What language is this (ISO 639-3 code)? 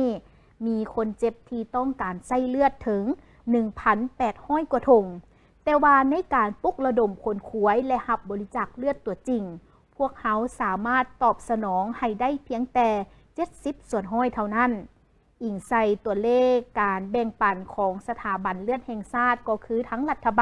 lao